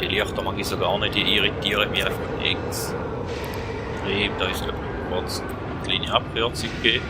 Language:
Swiss German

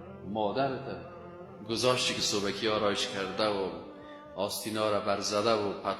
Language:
Persian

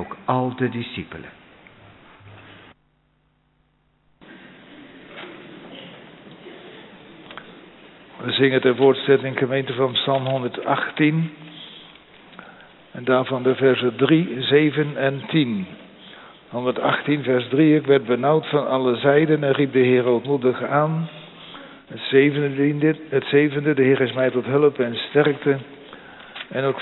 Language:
Dutch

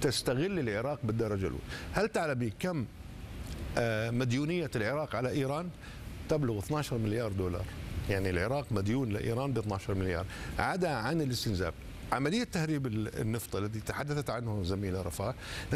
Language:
Arabic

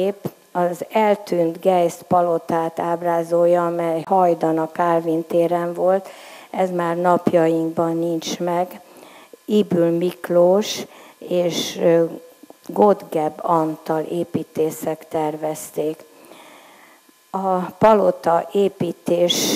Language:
Hungarian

